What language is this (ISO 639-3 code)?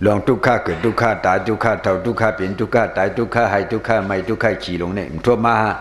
shn